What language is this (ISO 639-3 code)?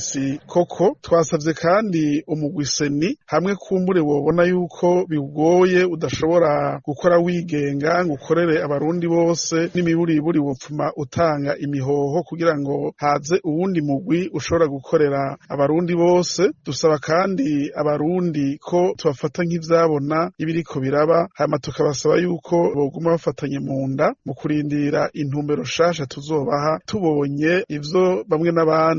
run